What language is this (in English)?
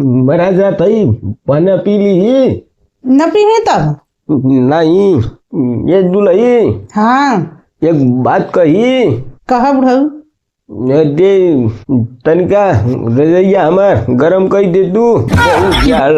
Bhojpuri